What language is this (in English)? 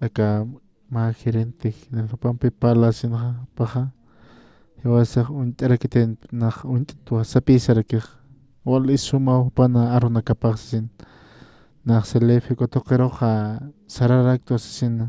Aymara